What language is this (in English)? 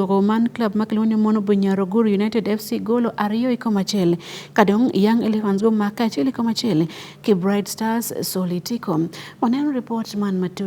Acoli